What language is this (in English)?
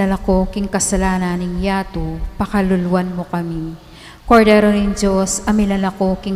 Pampanga